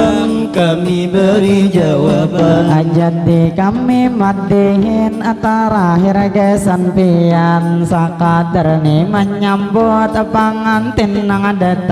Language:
Banjar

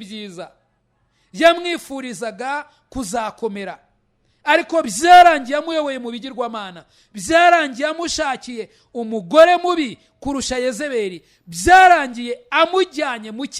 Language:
Kinyarwanda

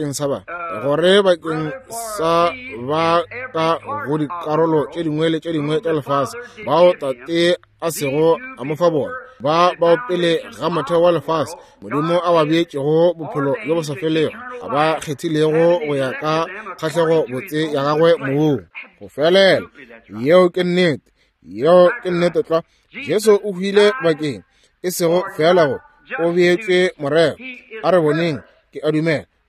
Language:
Northern Sotho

